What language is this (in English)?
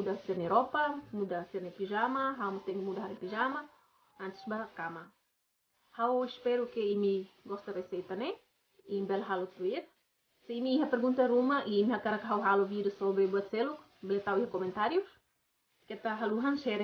Tetum